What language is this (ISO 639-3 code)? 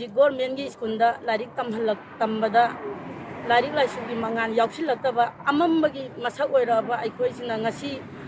mni